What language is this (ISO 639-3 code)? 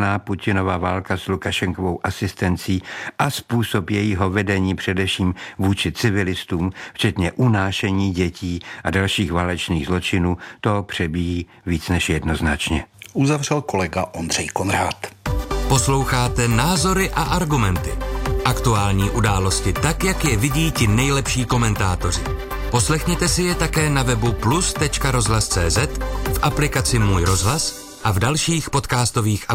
ces